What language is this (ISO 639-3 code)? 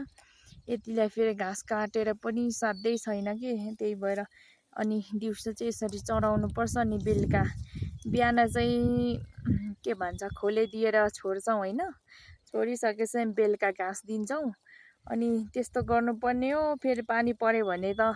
nep